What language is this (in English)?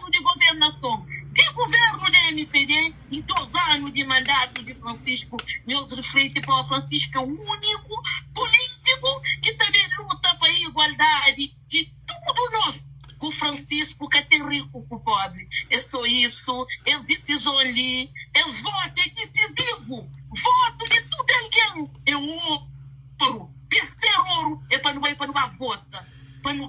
Kabuverdianu